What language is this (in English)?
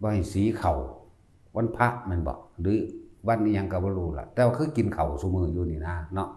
Northeastern Thai